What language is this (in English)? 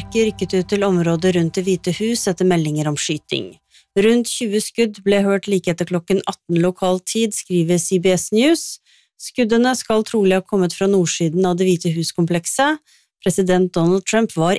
Norwegian